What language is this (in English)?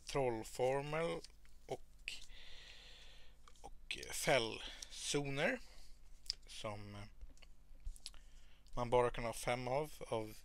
Swedish